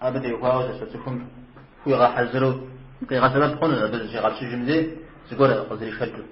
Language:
Kabardian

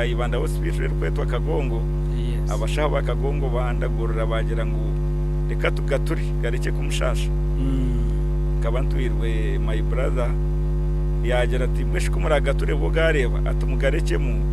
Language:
Nyankole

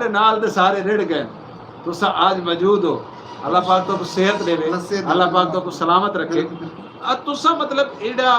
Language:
Saraiki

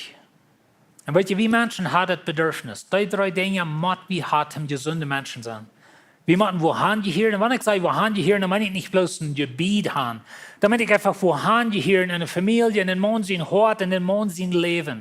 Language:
Plautdietsch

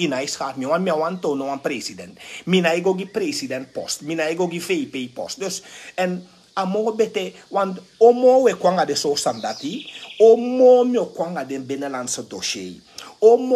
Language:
Sranan Tongo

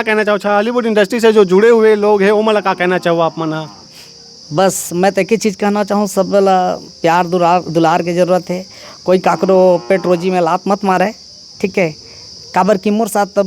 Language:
Chhattisgarhi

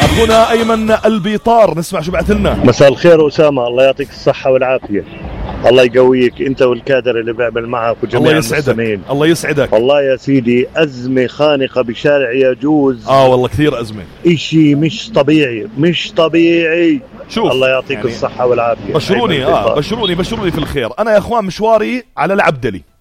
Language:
North Levantine Arabic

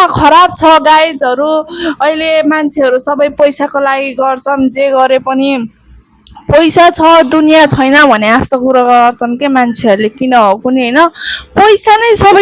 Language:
Nepali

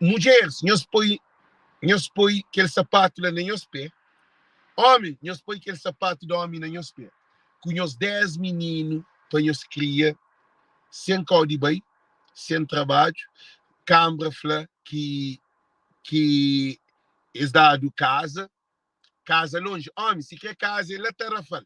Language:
Kabuverdianu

